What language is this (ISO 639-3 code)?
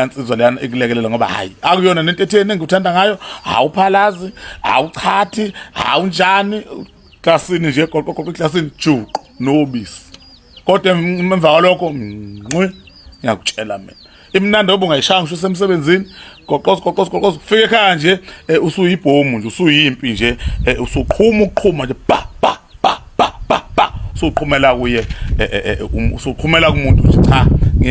zul